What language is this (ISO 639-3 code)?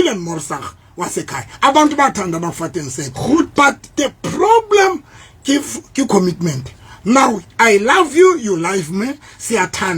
sot